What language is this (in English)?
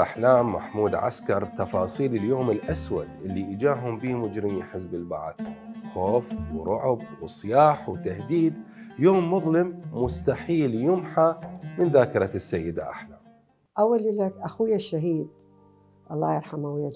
Mesopotamian Arabic